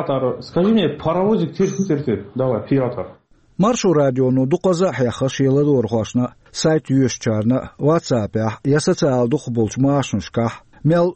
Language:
Chechen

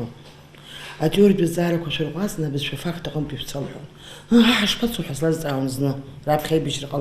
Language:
Abkhazian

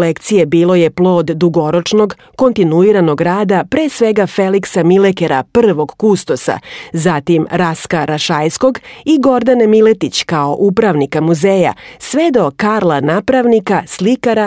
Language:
Serbian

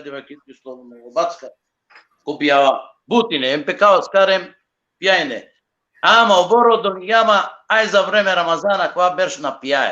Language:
Balkan Romani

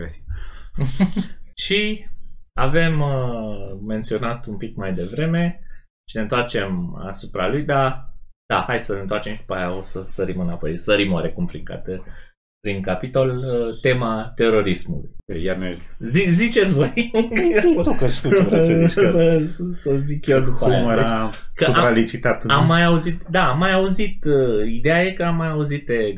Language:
Romanian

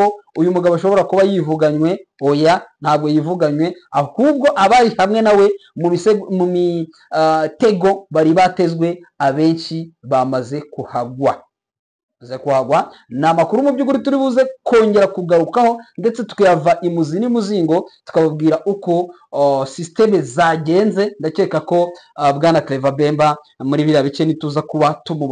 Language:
Kinyarwanda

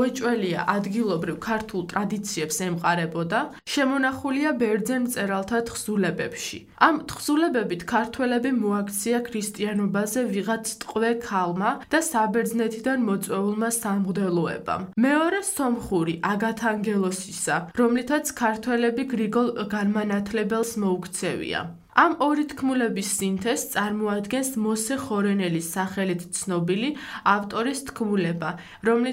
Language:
Georgian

